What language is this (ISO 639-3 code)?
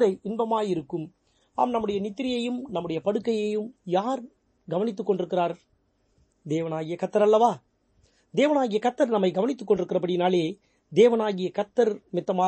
tam